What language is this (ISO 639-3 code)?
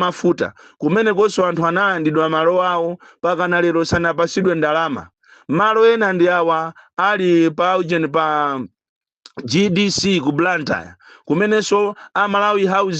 nya